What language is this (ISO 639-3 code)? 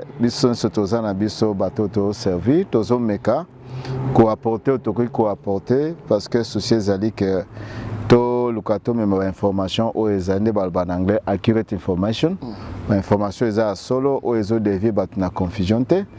lin